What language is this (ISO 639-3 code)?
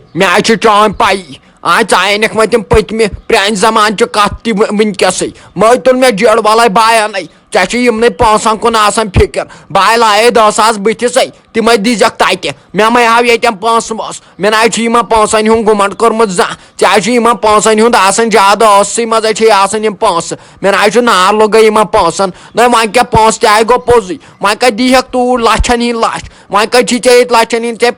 kas